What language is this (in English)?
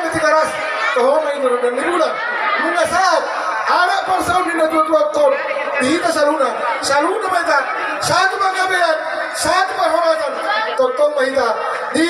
Batak Toba